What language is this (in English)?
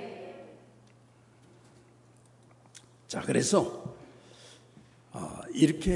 Korean